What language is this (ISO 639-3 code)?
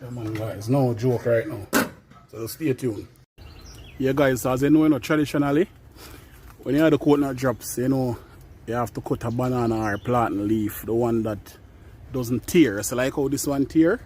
jam